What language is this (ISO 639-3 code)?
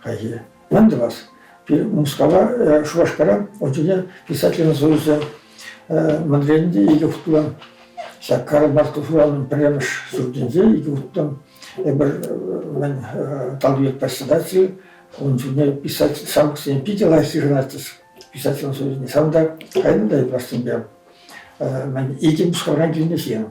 chv